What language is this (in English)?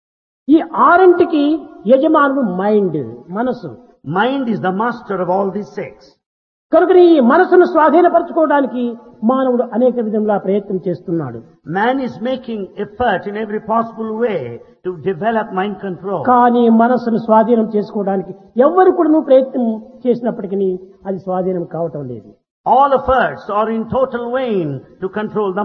Telugu